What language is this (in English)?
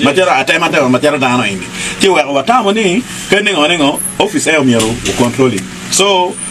Acoli